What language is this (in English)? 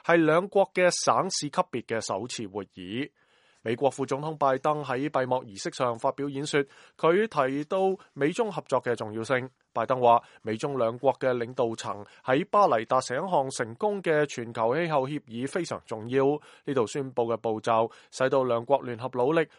Cantonese